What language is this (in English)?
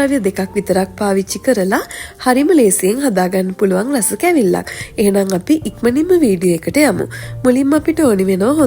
Sinhala